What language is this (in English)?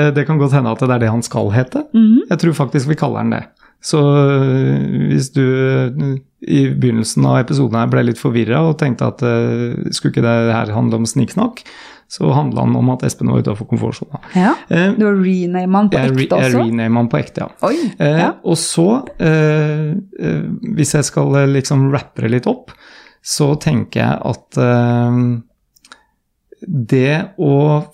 Norwegian